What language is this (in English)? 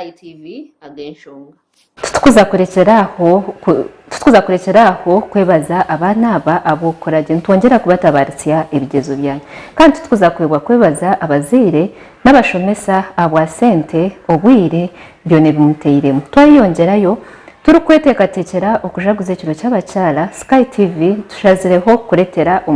Nyankole